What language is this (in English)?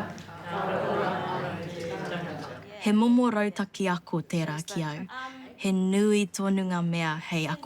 Māori